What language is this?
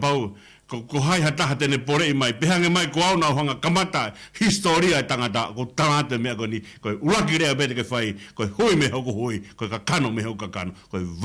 Tongan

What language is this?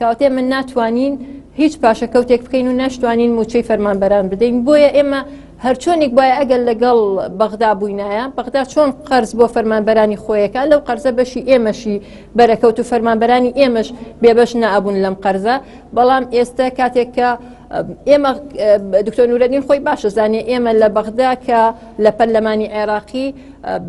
Central Kurdish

